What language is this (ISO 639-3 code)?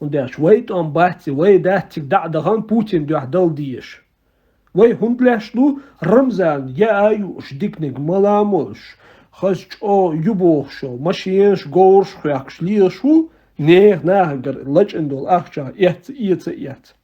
che